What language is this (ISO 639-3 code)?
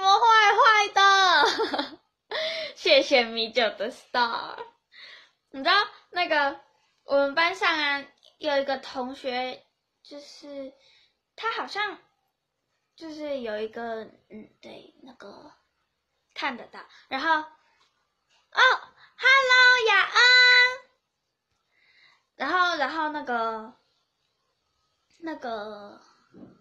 zho